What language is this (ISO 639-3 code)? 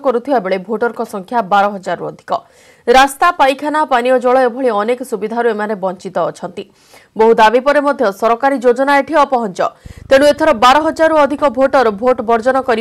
ori